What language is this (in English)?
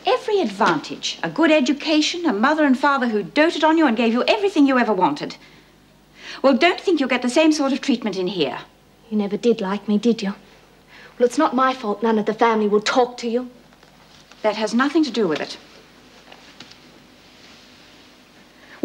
English